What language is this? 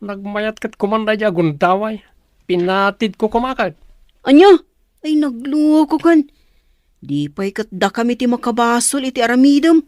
Iloko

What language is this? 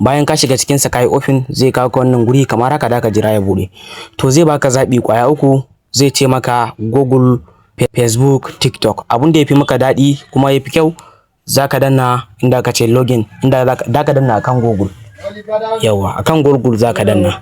Hausa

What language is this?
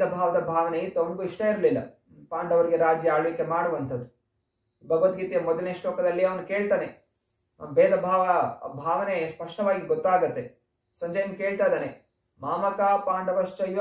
Kannada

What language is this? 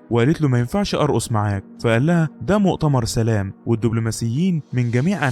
Egyptian Arabic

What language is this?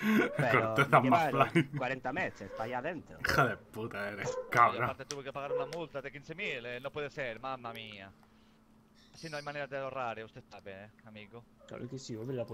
Spanish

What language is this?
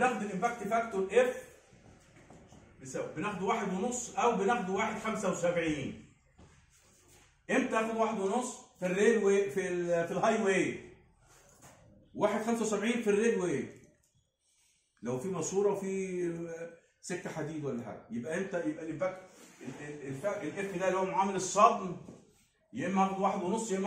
Egyptian Arabic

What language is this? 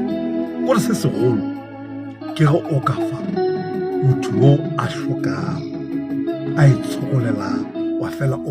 Northern Sotho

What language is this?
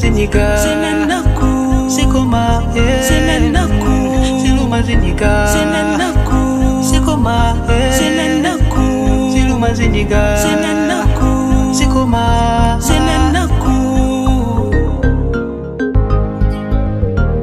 Ganda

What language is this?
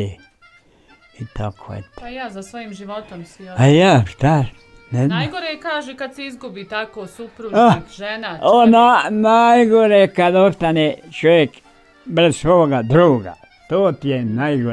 Bosnian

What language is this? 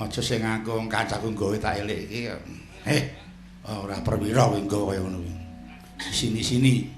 Javanese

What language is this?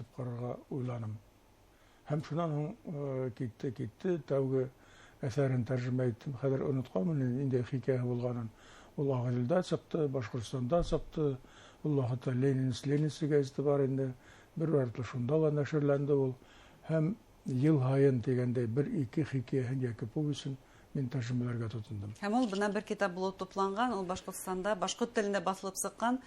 Bashkir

